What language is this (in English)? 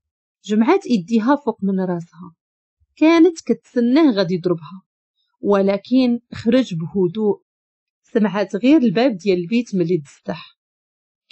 Moroccan Arabic